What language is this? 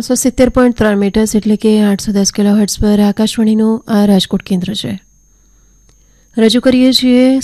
Gujarati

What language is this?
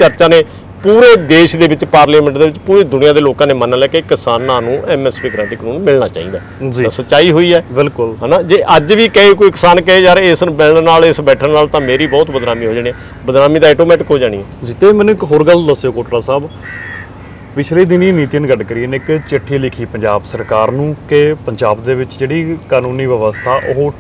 Punjabi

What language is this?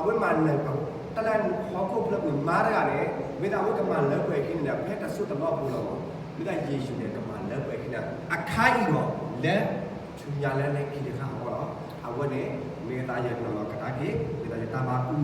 S'gaw Karen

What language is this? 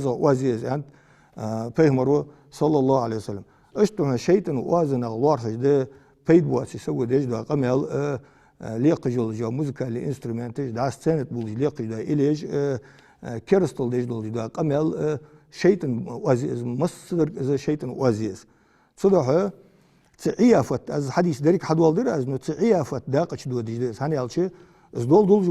Ingush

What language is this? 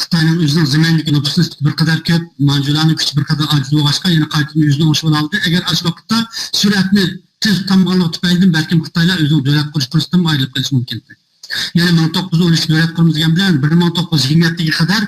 Uyghur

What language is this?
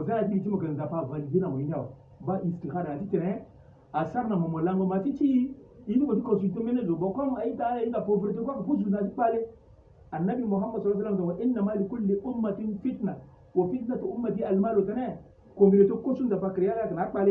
Sango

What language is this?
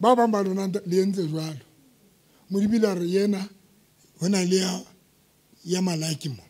Southern Sotho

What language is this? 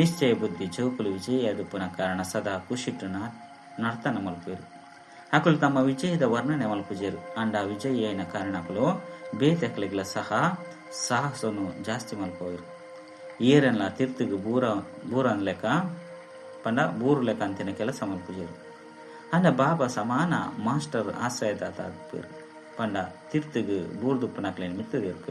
Tulu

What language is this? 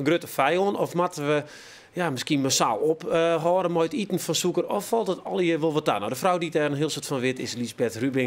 Western Frisian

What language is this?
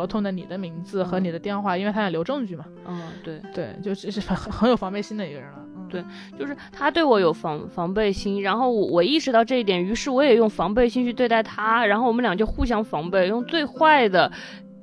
Chinese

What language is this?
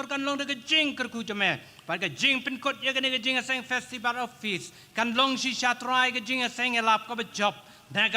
Khasi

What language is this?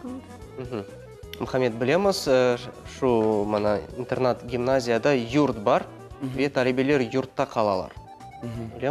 Crimean Tatar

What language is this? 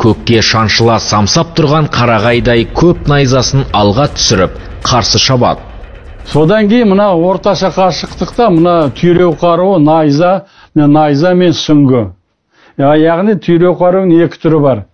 Kazakh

